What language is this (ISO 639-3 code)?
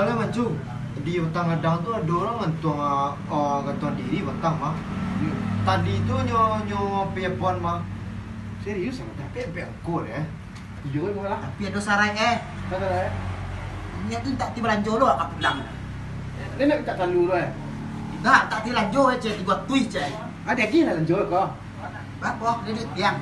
min